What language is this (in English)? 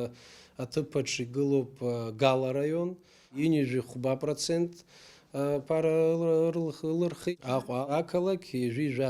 Abkhazian